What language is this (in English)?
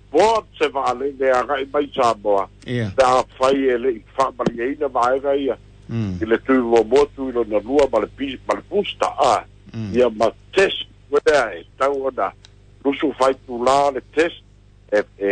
Samoan